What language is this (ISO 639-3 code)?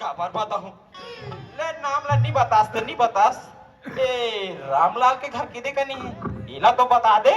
hne